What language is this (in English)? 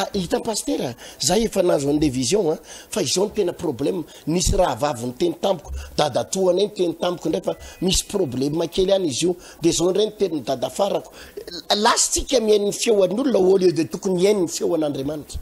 Malagasy